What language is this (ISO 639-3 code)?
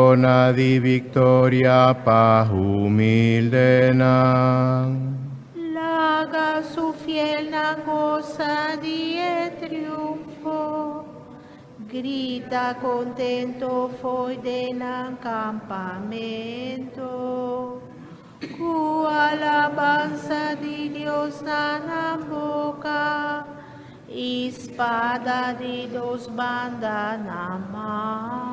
pap